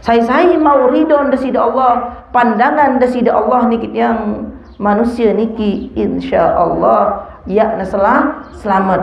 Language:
Sasak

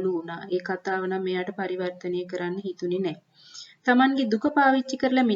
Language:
Sinhala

